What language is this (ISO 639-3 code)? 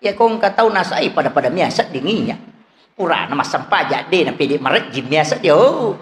bug